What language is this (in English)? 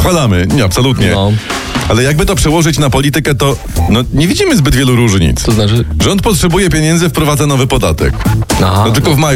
Polish